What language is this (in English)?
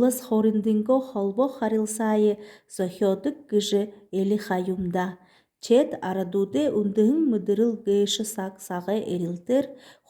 Buriat